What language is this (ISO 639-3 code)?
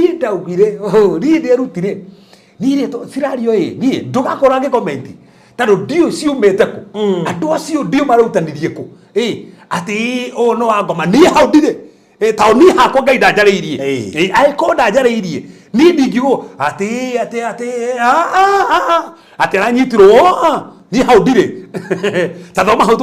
kik